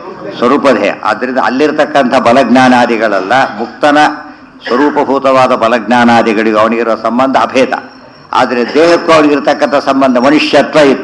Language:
Kannada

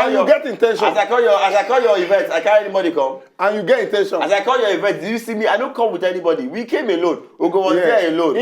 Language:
Nigerian Pidgin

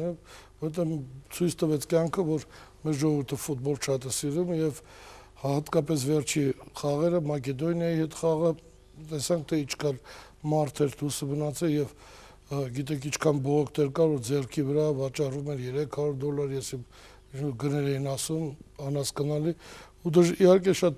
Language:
Armenian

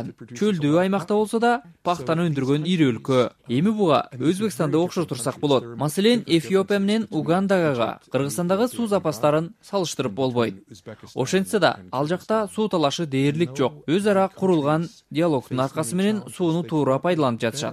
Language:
Kyrgyz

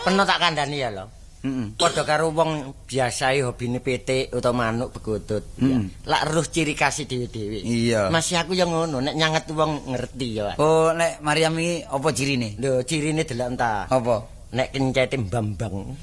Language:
Javanese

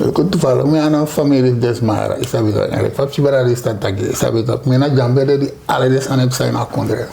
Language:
Sranan Tongo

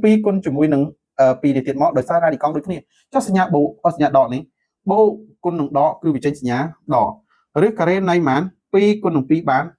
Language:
Khmer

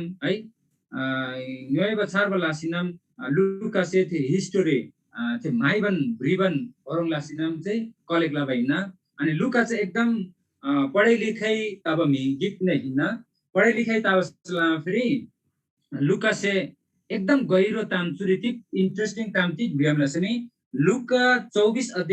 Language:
Eastern Tamang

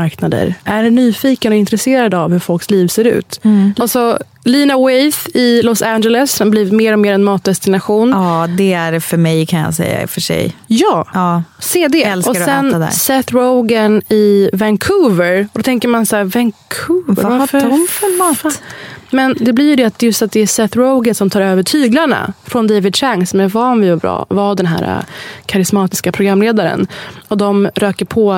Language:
Swedish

